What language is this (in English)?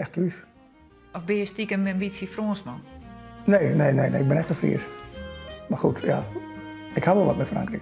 Western Frisian